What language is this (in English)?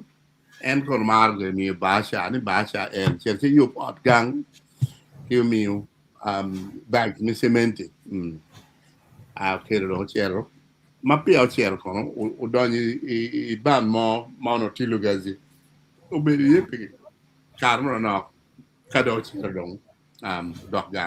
Acoli